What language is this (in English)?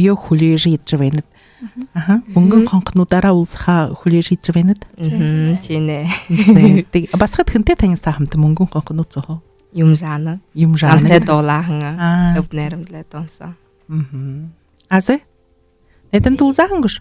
Buriat